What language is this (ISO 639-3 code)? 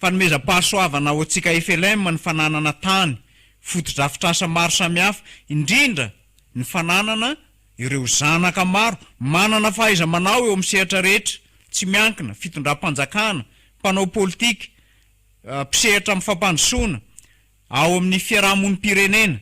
mlg